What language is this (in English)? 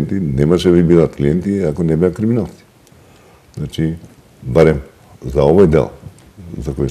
Macedonian